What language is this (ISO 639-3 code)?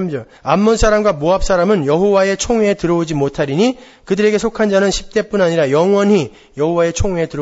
kor